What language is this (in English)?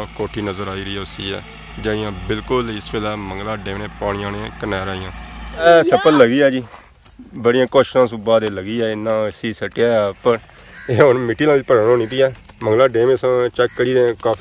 Pahari-Potwari